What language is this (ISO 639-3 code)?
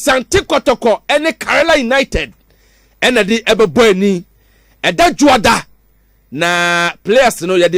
aka